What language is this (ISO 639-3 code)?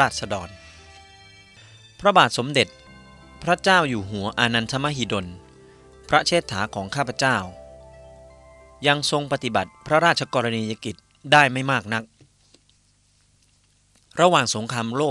tha